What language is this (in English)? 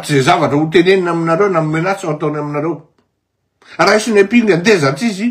Malagasy